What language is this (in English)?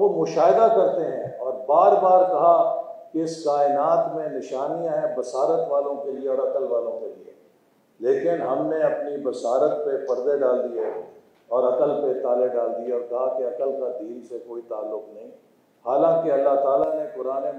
Urdu